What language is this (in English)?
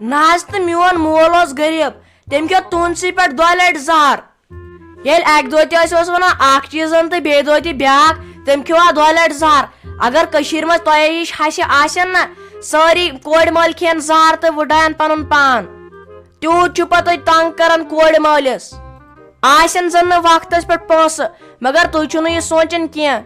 Kashmiri